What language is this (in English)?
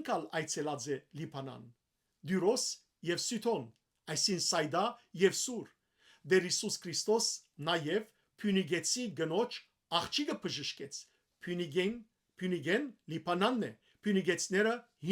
Western Armenian